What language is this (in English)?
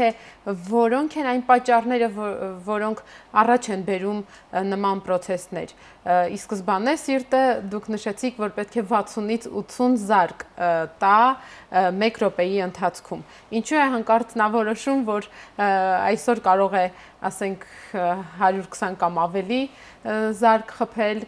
Armenian